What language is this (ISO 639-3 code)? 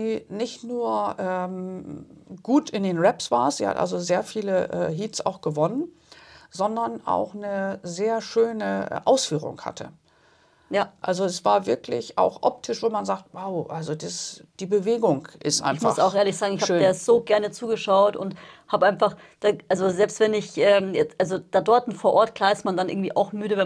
deu